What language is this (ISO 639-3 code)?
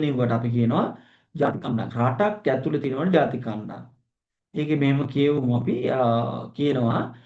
sin